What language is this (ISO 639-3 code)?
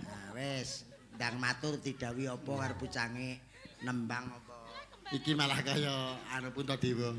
jav